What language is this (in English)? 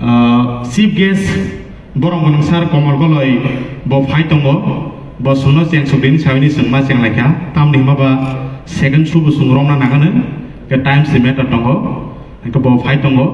Kok Borok